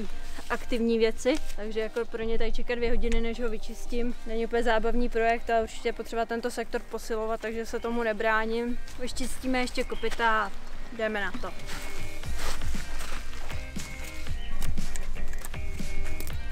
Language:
Czech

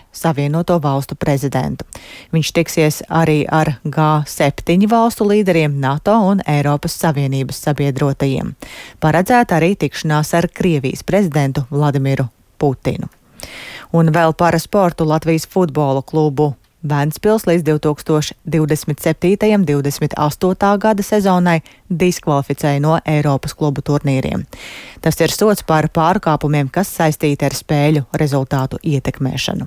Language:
Latvian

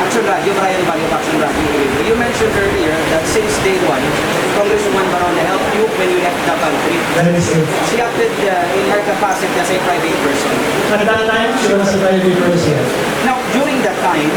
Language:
Hiligaynon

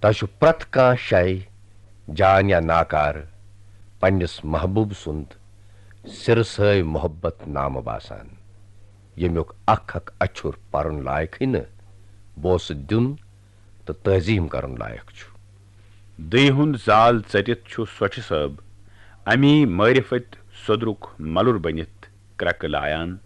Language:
Kashmiri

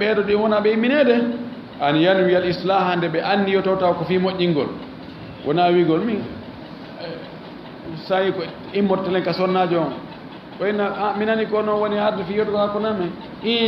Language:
Fula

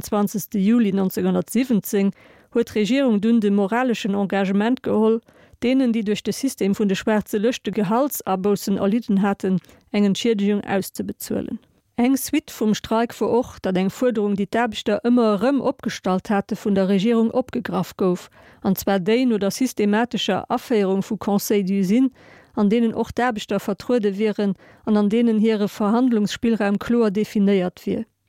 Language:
Luxembourgish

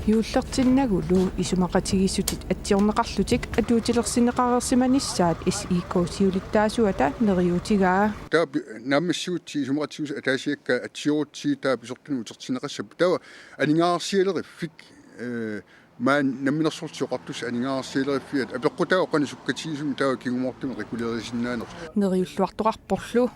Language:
Kalaallisut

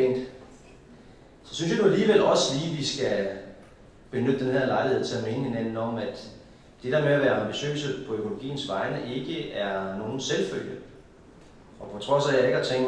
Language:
Danish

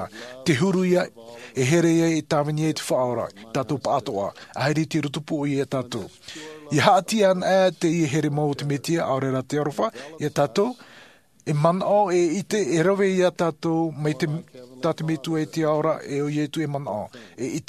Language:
Tahitian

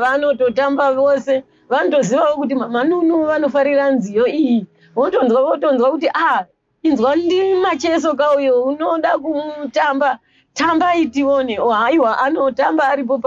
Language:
Shona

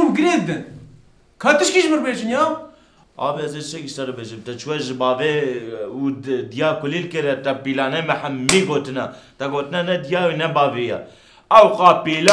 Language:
Kurdish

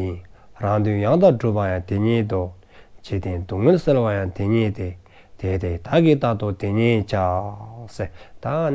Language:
Dzongkha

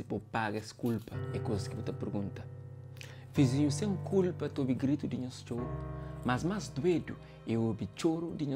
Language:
Kabuverdianu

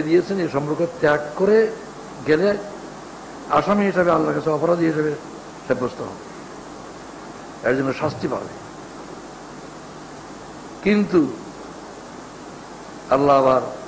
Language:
Bangla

